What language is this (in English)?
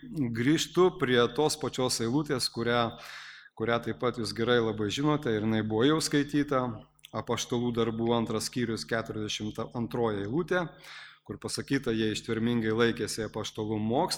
Lithuanian